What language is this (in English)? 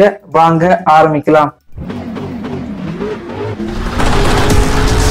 Tamil